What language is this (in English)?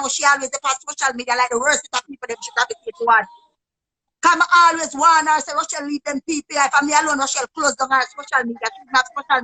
Jamaican Creole English